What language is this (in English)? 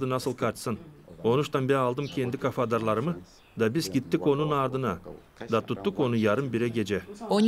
Gagauz